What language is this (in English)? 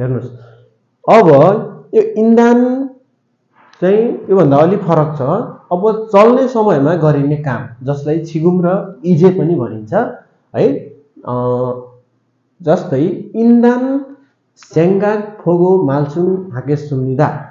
Nepali